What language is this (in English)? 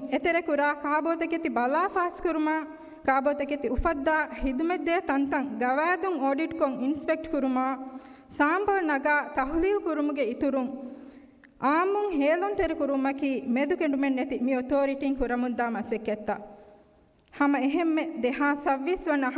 Divehi